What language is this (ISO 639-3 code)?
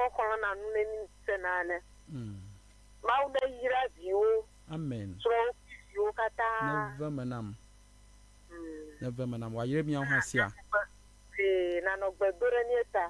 ewe